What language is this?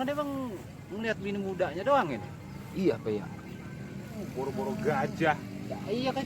Betawi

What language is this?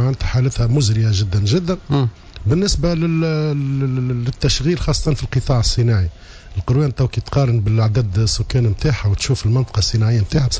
Tunisian Arabic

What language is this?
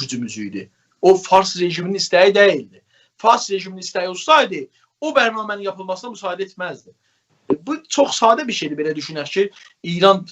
South Azerbaijani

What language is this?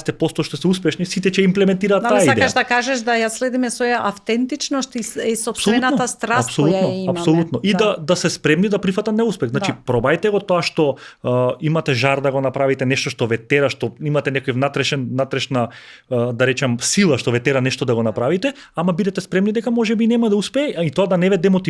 Macedonian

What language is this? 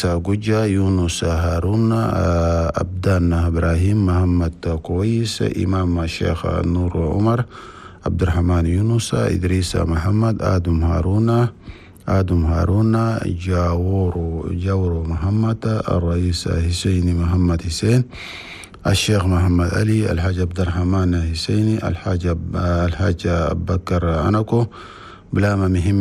Chadian Arabic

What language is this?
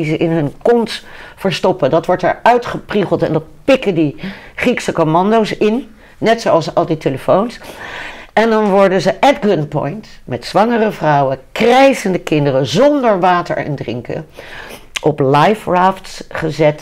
Dutch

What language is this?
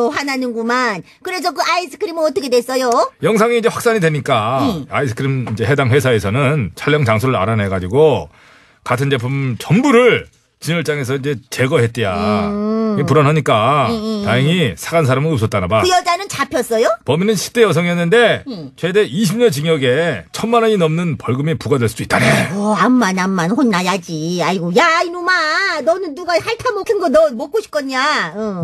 Korean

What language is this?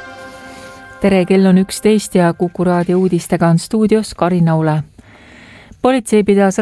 Estonian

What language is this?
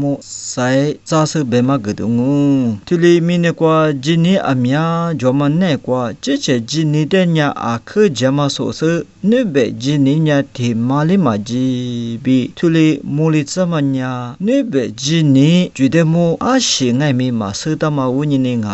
Lisu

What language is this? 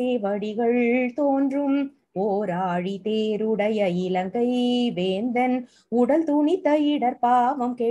Tamil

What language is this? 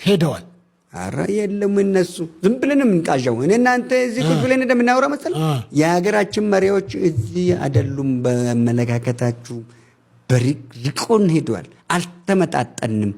Amharic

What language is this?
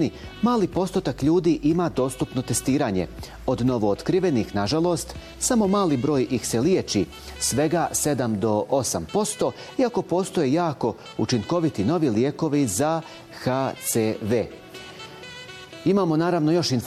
Bosnian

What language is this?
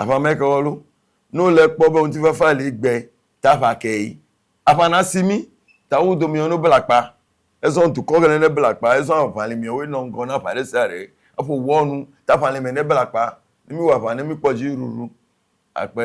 Ewe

